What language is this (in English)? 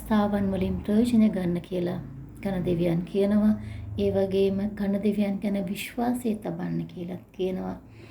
Sinhala